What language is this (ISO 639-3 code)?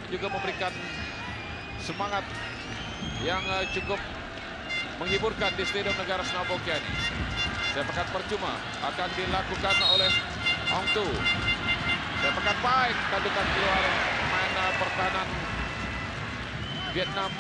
msa